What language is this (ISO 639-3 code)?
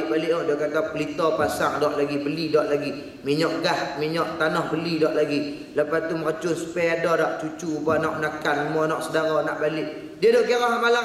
msa